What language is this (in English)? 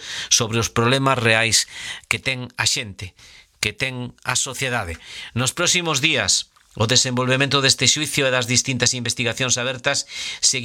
Galician